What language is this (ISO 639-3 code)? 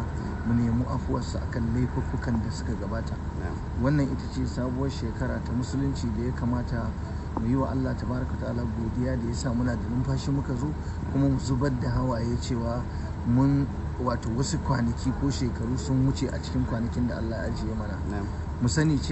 hau